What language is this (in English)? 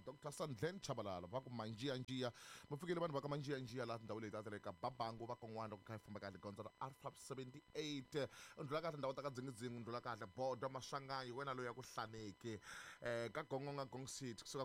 Tsonga